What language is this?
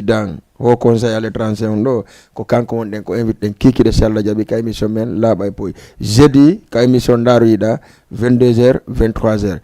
Fula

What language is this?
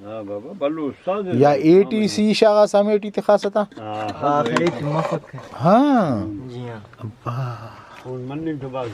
Brahui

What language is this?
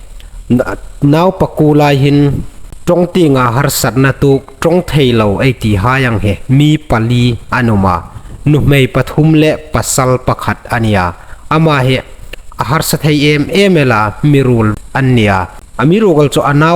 Hmar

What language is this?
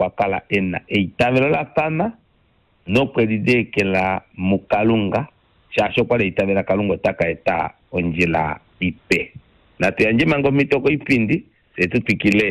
Kuanyama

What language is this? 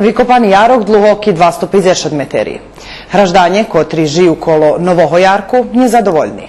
Rusyn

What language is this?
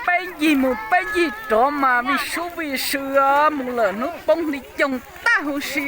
Hmong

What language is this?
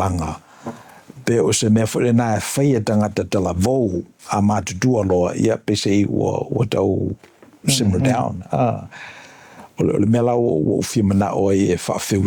Samoan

